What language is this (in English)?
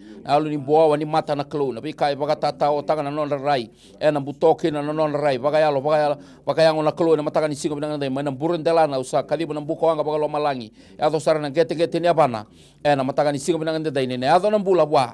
Fijian